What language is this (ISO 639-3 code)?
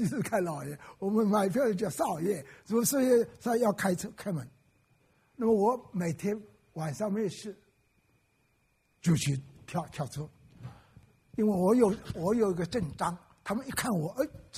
zho